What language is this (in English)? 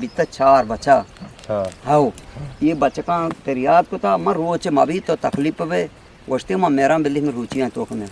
Eastern Balochi